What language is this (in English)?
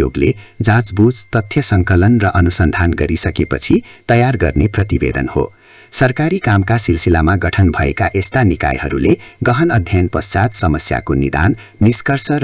Nepali